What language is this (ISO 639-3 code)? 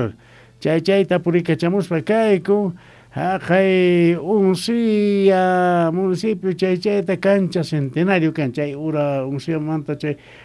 que